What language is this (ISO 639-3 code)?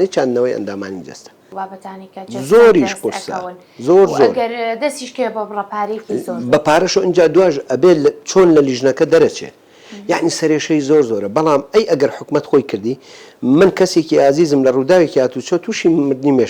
ckb